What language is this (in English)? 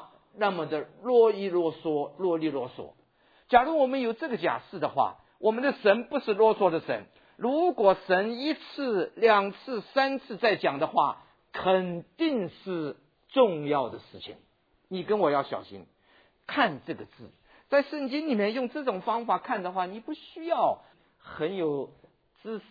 Chinese